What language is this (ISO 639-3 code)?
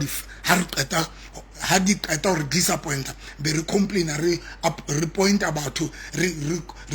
sot